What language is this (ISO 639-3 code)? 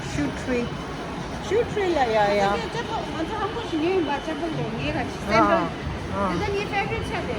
bod